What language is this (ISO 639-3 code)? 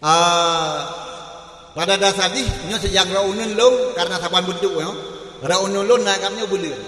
ace